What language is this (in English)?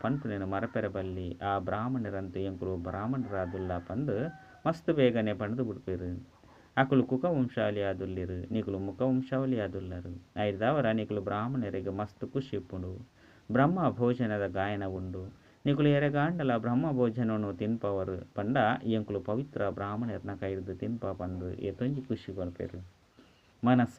Tulu